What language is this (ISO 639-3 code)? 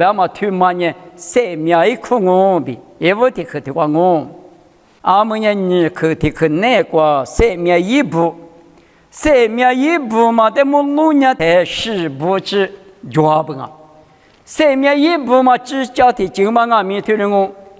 lis